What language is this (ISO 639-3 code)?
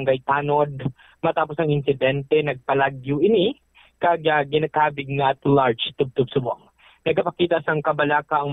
hil